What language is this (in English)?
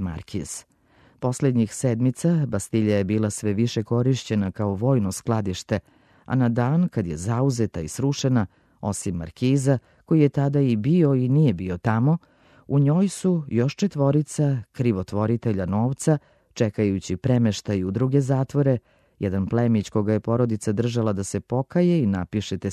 Serbian